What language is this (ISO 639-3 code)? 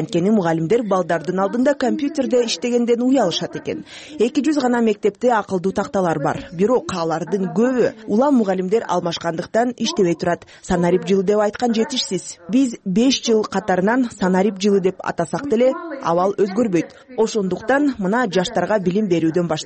kir